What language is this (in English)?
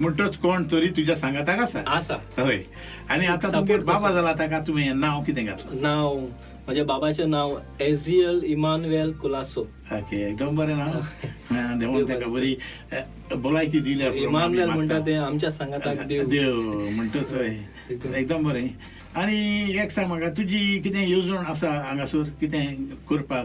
Konkani